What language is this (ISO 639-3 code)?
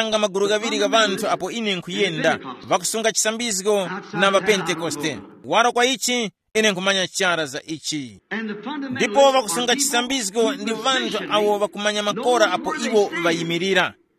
tum